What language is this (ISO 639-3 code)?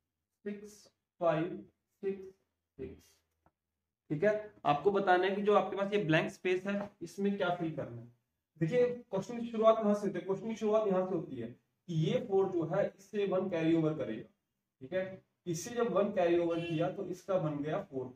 hin